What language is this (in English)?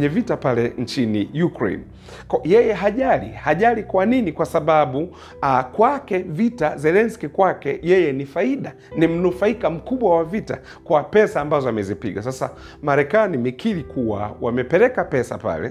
Swahili